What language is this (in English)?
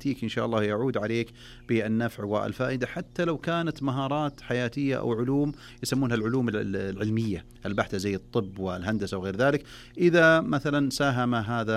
Najdi Arabic